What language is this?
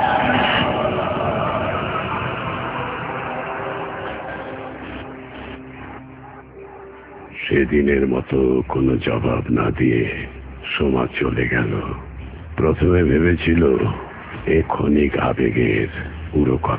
Bangla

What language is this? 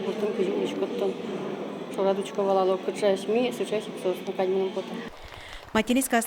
Udmurt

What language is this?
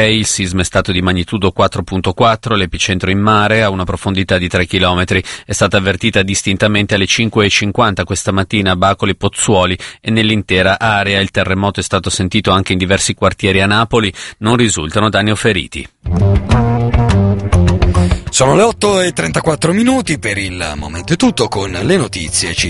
Italian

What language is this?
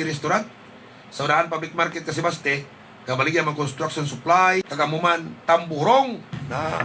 Hiligaynon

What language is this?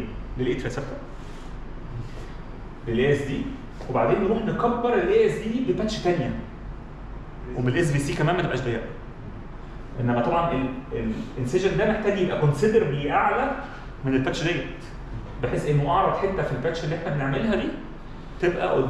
Egyptian Arabic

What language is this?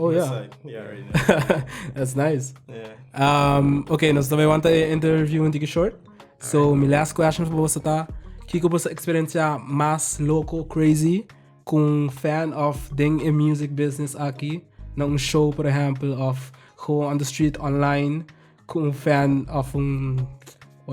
Papiamento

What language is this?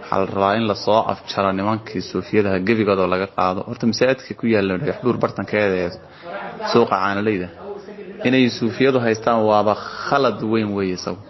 Somali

